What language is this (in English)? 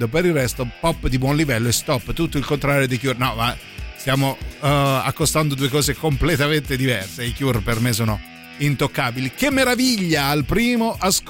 Italian